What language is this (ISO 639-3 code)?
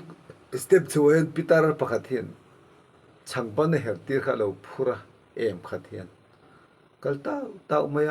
lus